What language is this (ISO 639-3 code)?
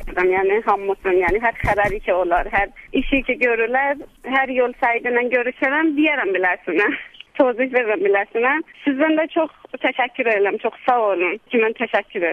azb